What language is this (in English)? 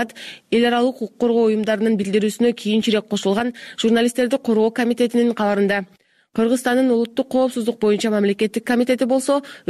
Kyrgyz